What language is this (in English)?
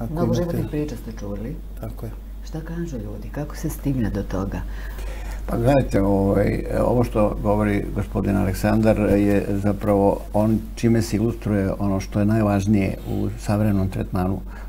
Serbian